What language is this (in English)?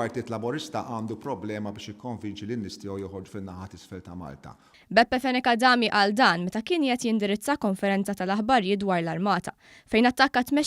Maltese